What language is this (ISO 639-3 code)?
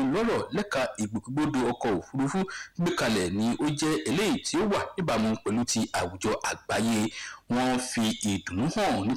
yor